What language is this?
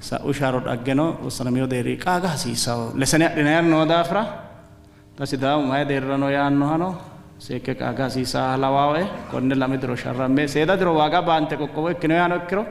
Sidamo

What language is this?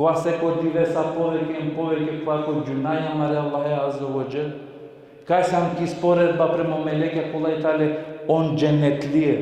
Balkan Romani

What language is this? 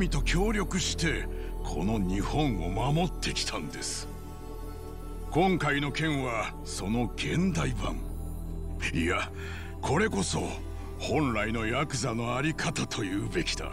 Japanese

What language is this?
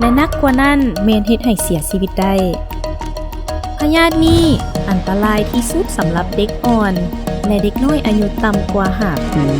Lao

